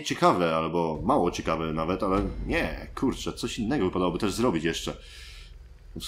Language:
Polish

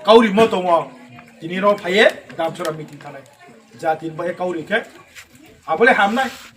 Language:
Riang (India)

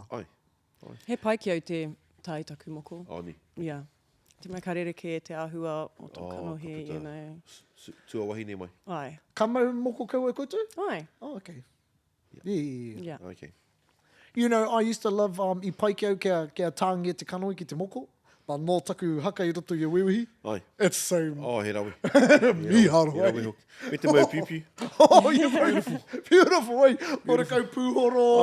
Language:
Māori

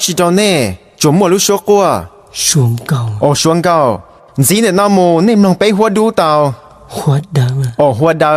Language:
Hmong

